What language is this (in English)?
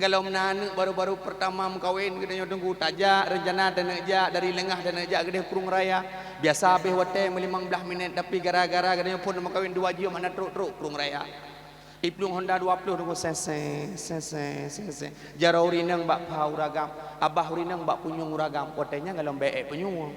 Achinese